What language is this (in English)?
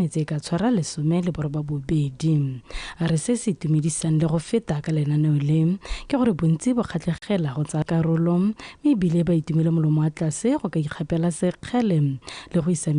Tswana